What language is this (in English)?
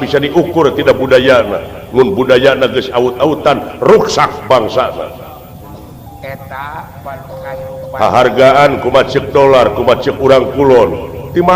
Sundanese